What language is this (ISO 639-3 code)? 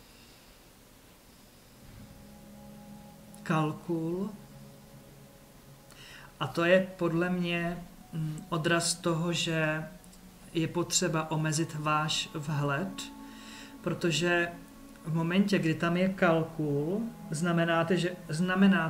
ces